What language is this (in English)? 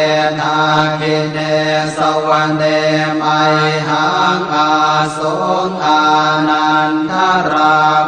Pali